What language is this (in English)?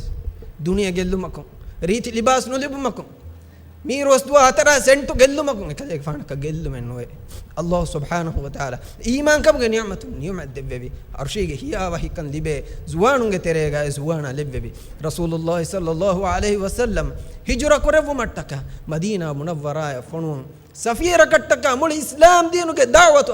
Divehi